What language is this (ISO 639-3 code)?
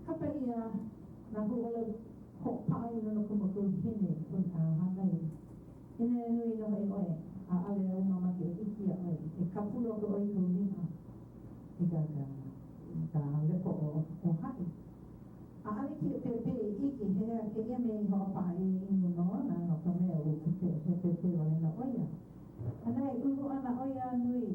haw